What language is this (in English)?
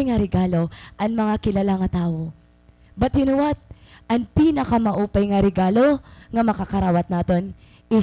Waray